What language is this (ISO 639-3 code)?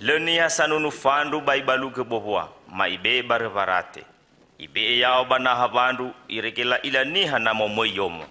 nia